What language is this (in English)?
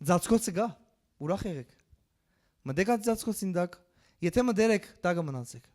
Western Armenian